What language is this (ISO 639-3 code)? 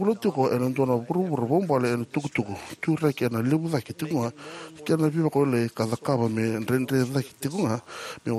fij